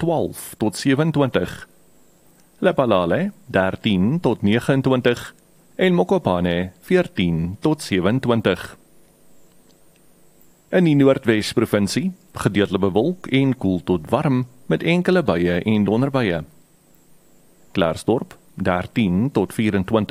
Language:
Afrikaans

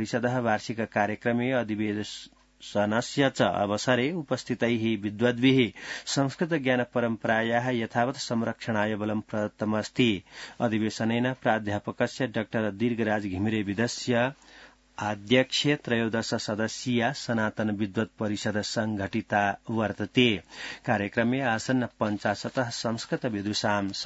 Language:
Sanskrit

